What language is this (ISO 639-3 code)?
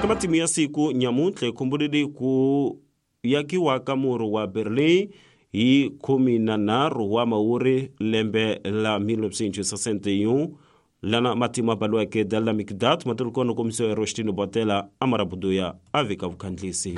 tso